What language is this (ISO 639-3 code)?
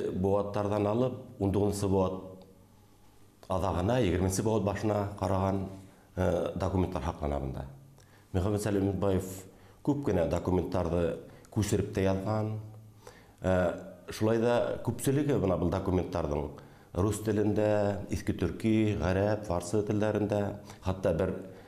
bak